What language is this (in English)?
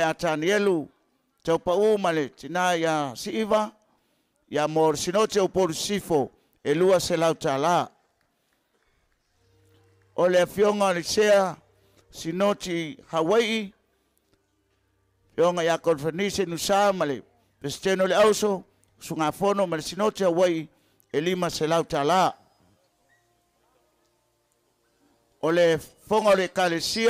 Samoan